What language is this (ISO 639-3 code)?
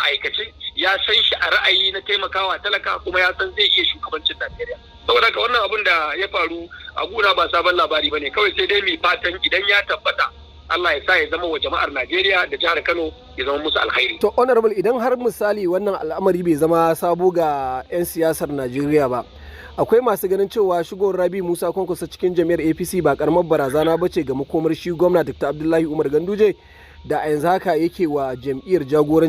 hau